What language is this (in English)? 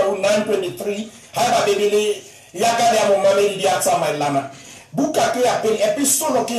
Southern Sotho